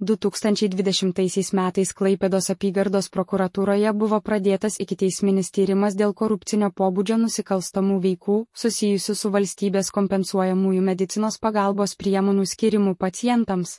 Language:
Lithuanian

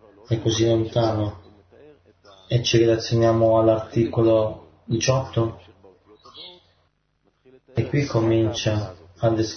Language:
Italian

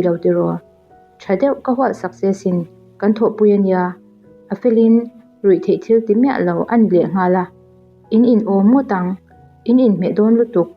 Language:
Mizo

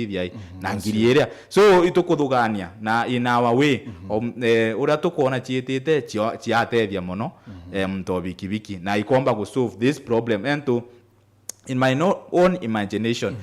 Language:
Meru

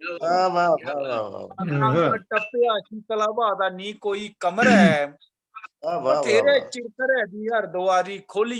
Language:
Dogri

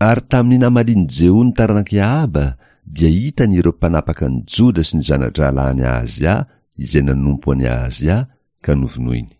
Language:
Malagasy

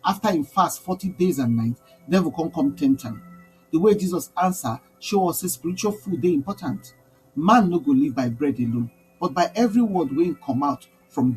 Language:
Nigerian Pidgin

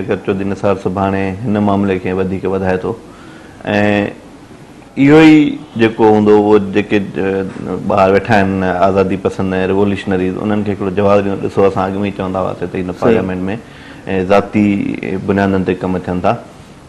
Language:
Sindhi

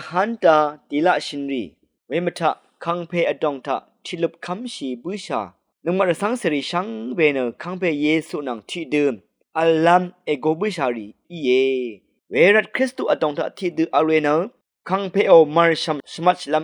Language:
Rawang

